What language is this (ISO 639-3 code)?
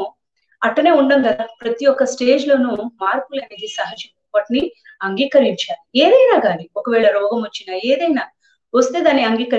tel